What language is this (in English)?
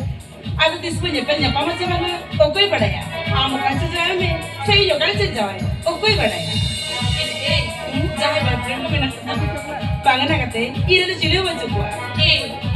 Santali